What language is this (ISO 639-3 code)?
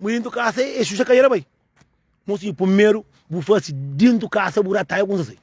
kea